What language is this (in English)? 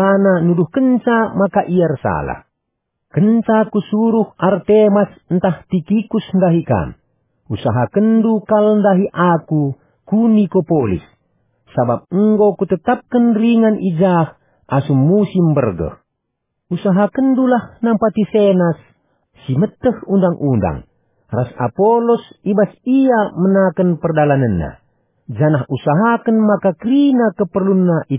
Batak Karo